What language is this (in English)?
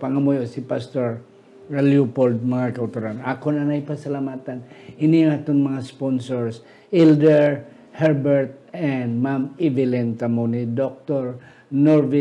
Hiligaynon